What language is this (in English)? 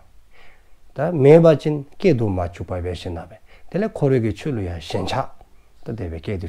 Dzongkha